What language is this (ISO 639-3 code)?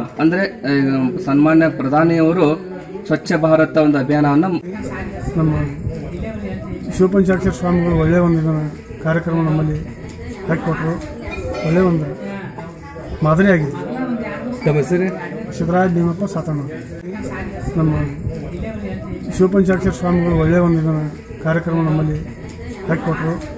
kan